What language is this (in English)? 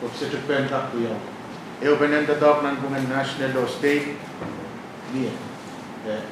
Pohnpeian